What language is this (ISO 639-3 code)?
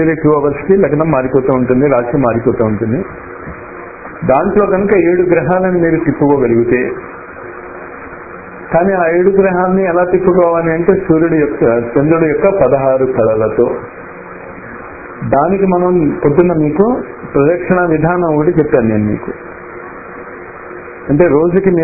tel